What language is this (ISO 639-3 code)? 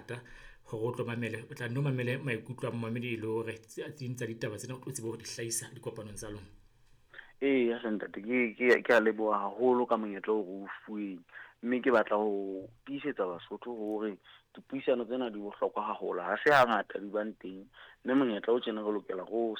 sot